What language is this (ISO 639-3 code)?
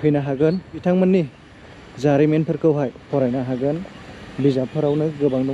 brx